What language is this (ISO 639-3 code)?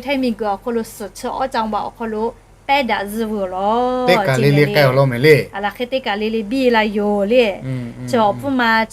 lhu